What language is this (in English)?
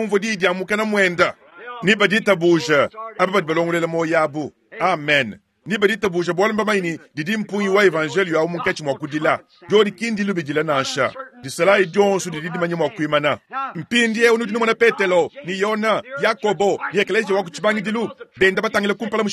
Luba-Lulua